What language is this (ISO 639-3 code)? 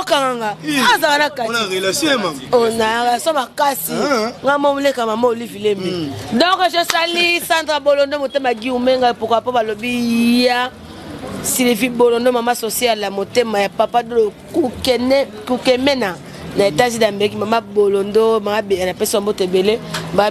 lin